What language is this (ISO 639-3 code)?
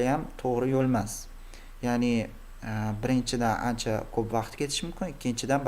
uzb